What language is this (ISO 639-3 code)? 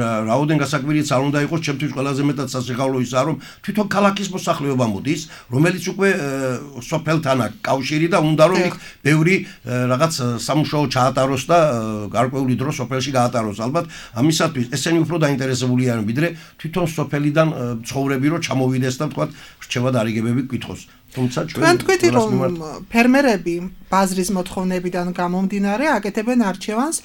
kat